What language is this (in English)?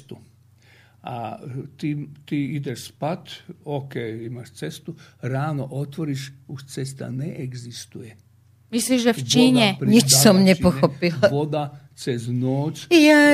Slovak